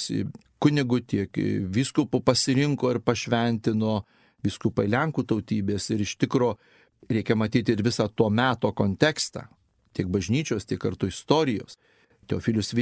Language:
Lithuanian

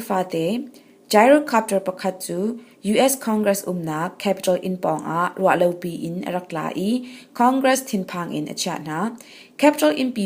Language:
Hakha Chin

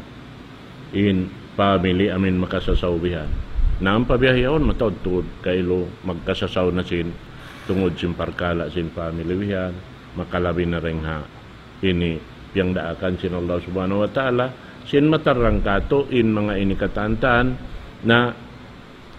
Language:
Tausug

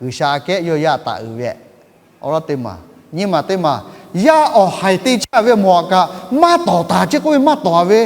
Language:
Lahu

